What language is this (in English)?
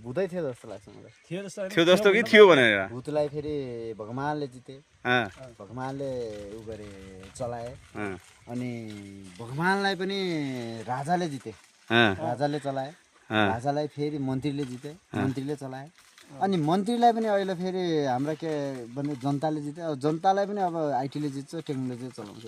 Nepali